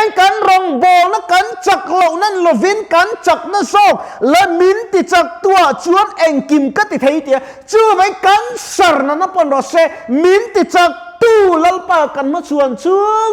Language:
Mizo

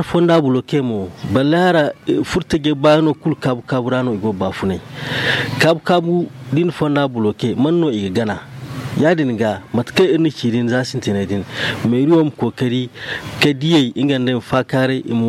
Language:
Zarma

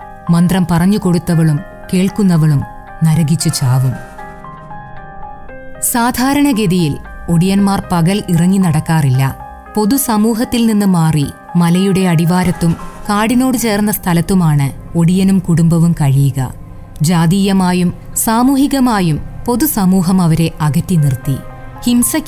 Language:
Malayalam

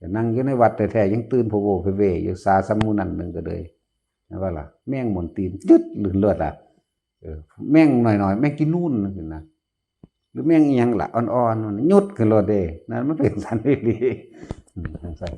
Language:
Northeastern Thai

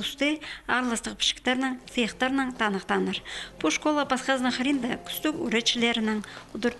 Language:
Khakas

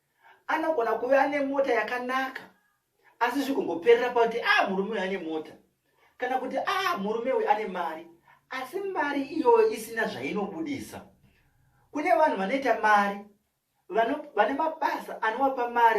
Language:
Shona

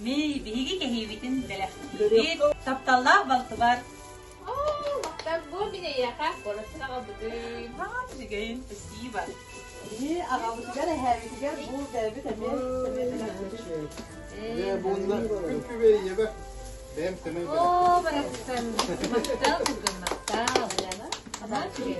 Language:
Yakut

